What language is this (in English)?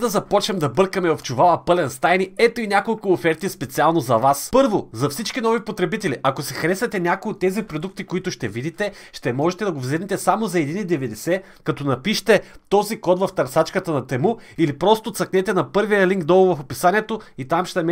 Bulgarian